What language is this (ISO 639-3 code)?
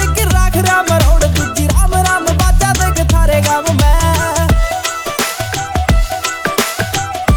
bgc